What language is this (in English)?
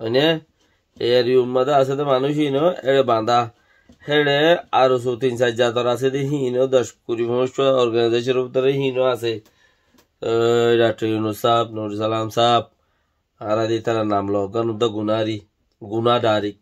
Rohingya